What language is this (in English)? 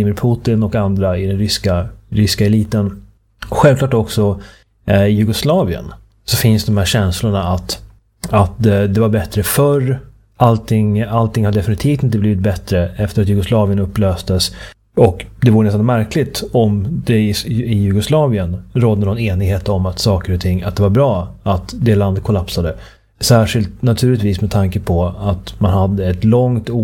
Swedish